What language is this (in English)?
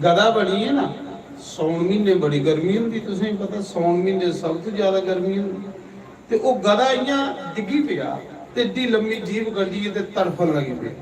Dogri